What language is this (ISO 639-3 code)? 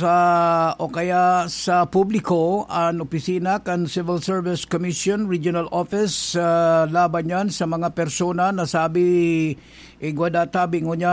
bik